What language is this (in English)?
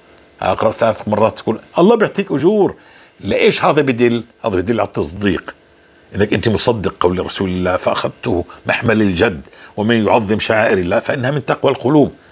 North Levantine Arabic